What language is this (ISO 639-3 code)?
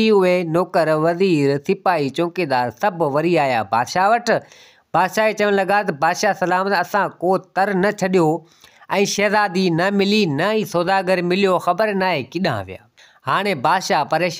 snd